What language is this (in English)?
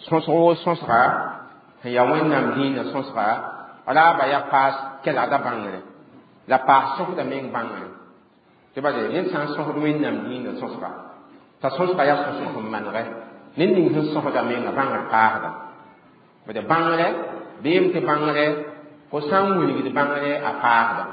Mossi